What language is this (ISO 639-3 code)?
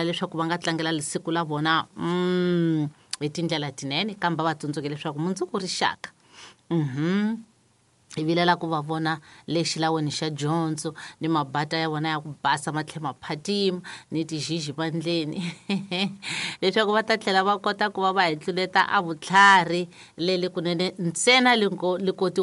tso